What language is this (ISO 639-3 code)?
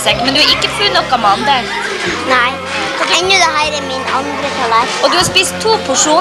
nor